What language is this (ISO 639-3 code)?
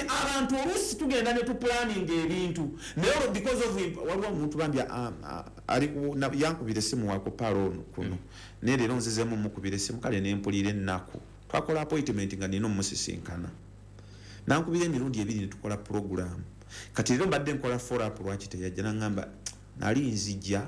lug